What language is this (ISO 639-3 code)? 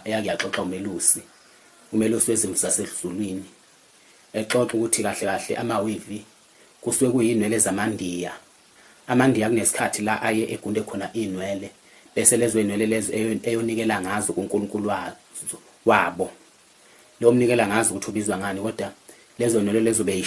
zul